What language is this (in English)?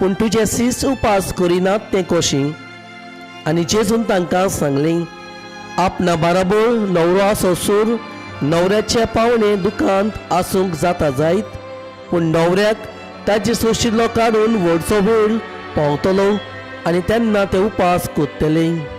Konkani